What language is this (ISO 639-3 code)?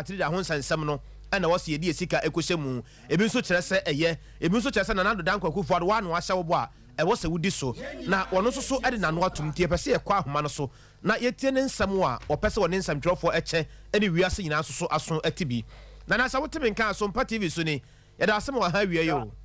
aka